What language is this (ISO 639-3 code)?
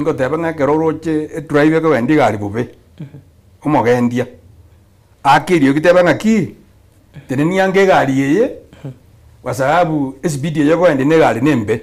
guz